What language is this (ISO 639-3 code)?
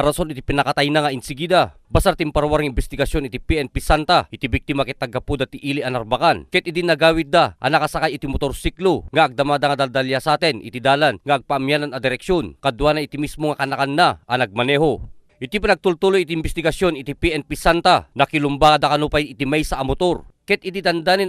ilo